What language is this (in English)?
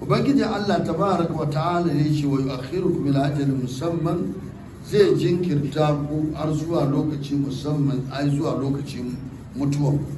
Hausa